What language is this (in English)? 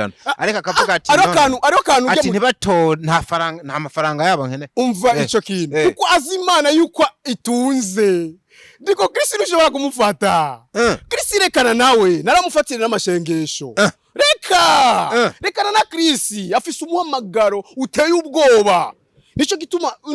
Rundi